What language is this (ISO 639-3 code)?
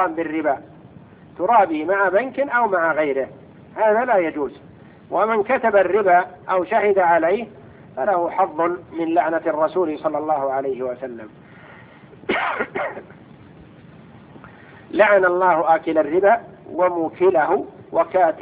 ara